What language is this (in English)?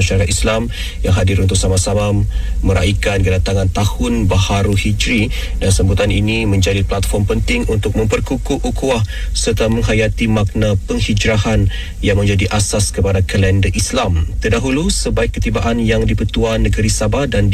Malay